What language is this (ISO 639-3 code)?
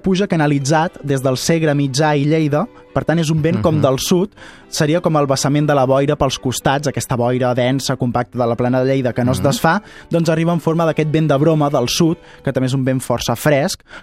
cat